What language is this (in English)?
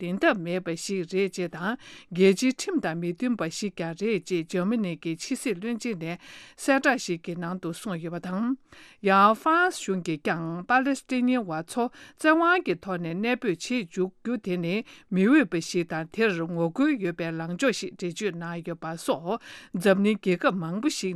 Tibetan